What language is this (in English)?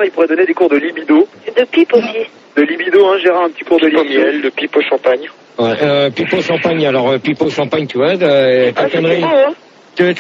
French